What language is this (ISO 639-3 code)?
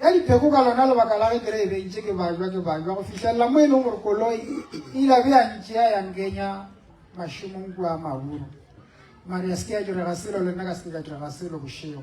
nso